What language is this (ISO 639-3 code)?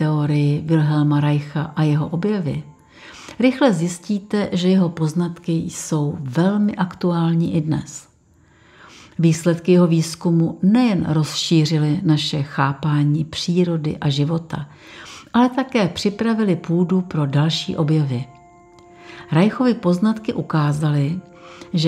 ces